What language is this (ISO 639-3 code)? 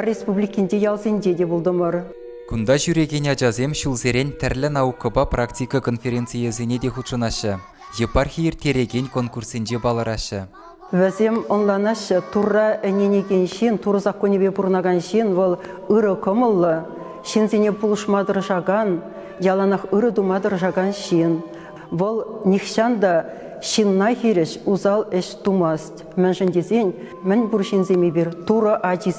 chv